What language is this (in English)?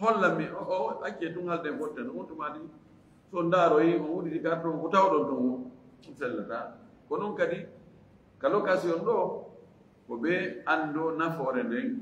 Fula